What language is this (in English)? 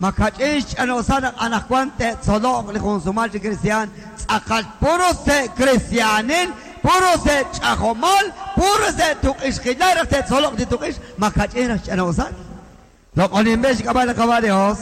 Kekchí